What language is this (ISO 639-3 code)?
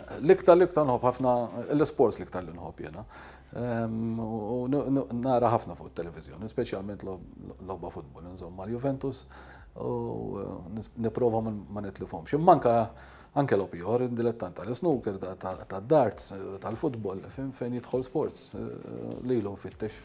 mlt